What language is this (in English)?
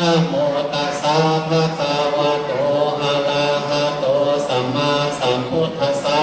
Pali